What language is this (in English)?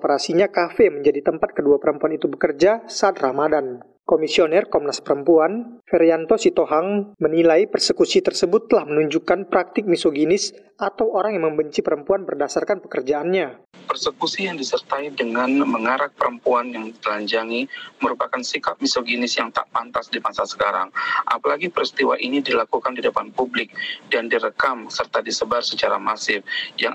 Indonesian